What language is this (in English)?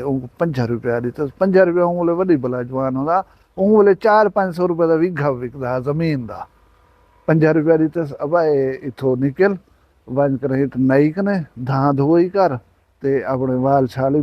Saraiki